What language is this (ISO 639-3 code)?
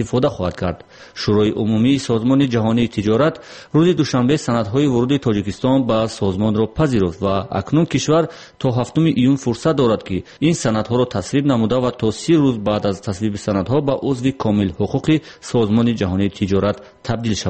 tgk